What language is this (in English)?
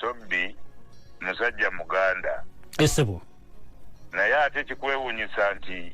Ganda